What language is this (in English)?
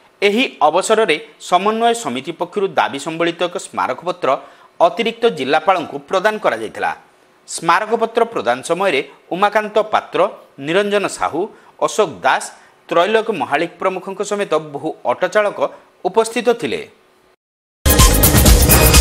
Odia